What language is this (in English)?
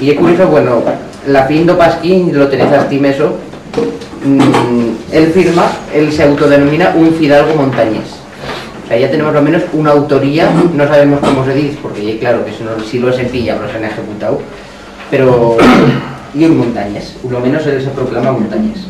Aragonese